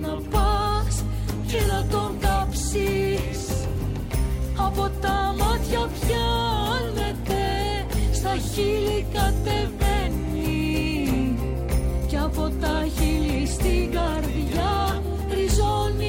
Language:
Greek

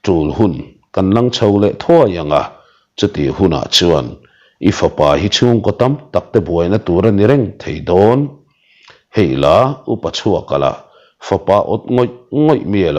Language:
Mizo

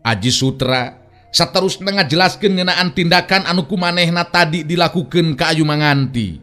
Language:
Sundanese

